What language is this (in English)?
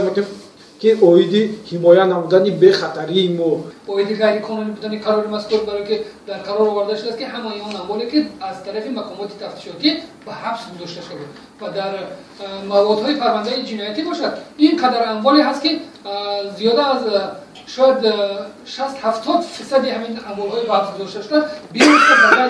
Tajik